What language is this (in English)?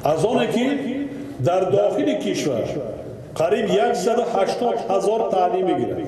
Tajik